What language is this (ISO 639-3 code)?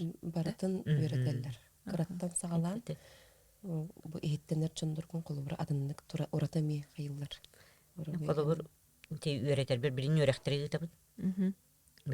sah